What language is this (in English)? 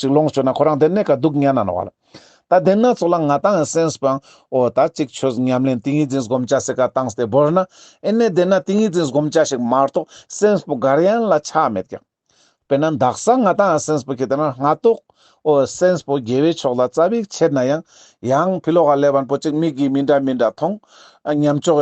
Ladakhi